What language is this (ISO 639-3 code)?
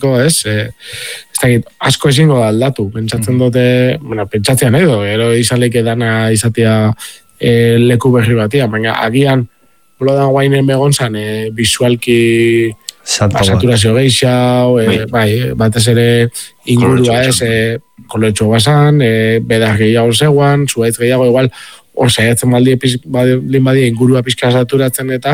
eus